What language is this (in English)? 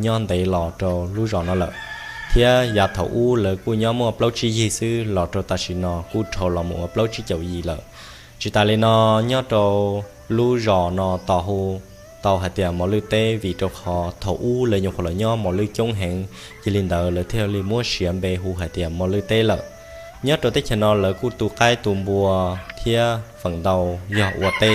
Hmong